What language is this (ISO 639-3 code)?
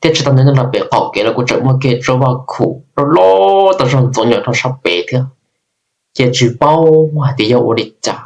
hmn